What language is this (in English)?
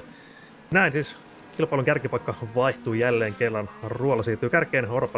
Finnish